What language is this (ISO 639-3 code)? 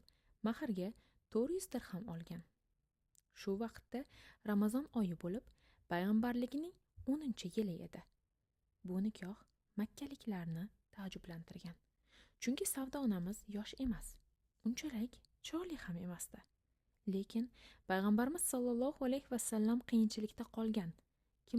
uzb